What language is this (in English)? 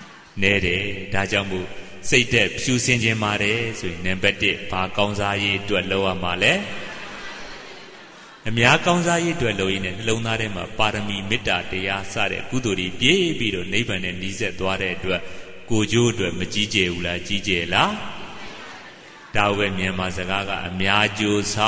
Burmese